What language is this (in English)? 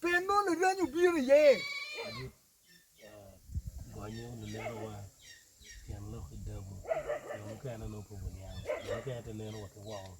Acoli